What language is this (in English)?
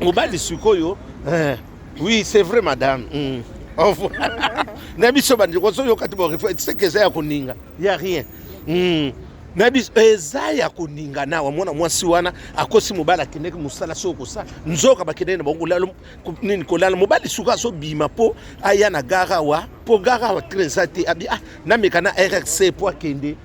Lingala